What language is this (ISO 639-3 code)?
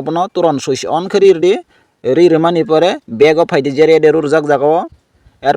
trp